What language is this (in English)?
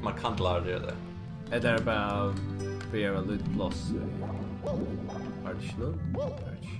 Faroese